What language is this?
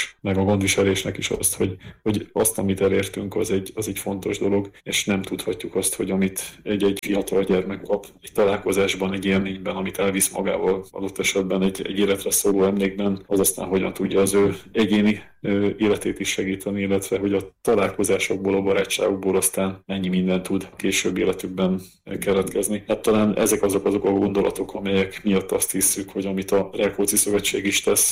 Hungarian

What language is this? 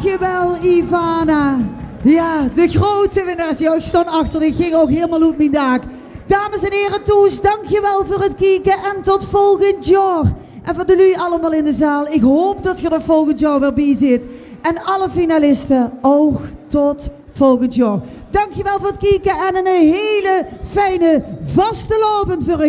Limburgish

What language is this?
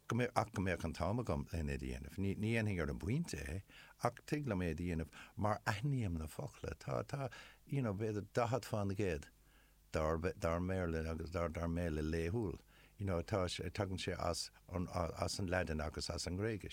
Irish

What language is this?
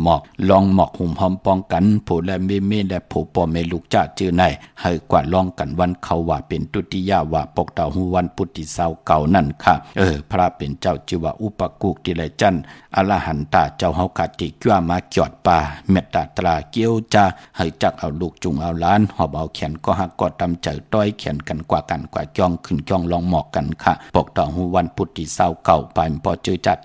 Shan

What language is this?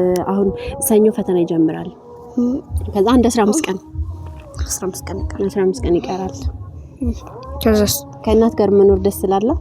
Amharic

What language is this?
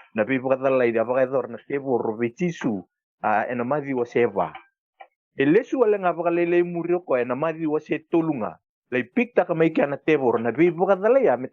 Fijian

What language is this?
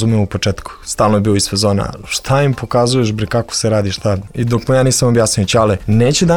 Serbian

